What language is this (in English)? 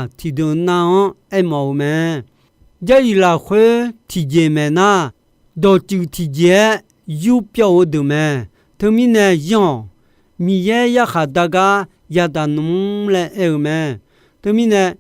Akha